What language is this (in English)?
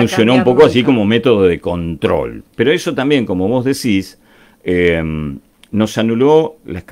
Spanish